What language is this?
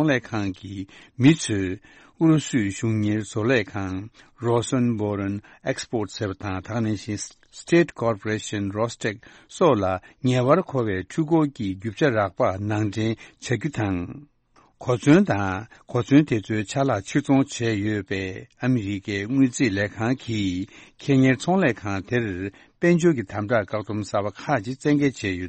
Tibetan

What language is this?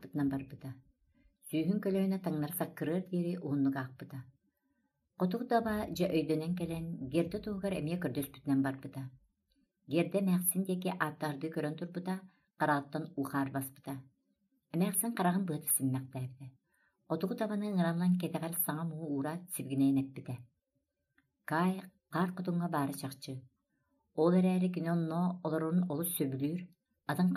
Yakut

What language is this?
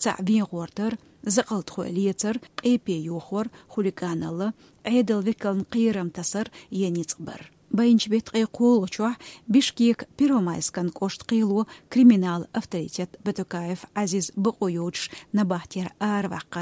Chechen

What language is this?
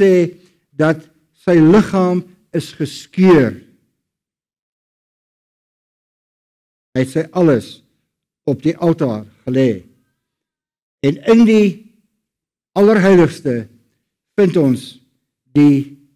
Afrikaans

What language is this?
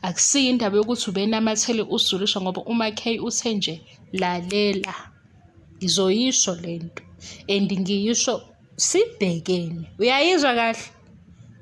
Zulu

